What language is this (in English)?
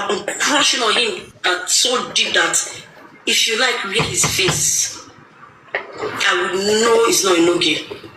Nigerian Pidgin